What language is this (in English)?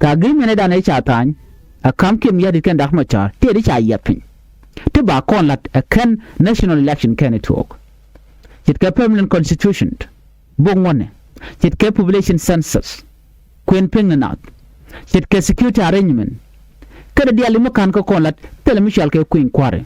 Nuer